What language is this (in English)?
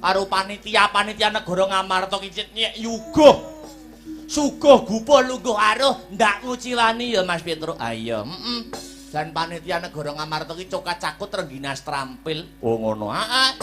Javanese